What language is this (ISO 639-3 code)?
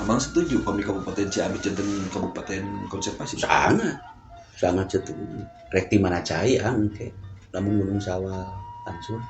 sun